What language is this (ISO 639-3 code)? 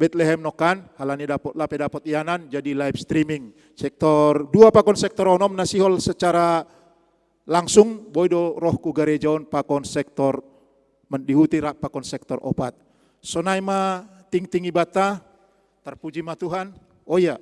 bts